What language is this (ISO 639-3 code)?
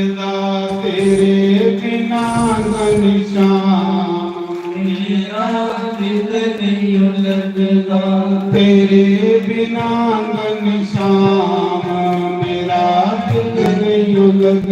doi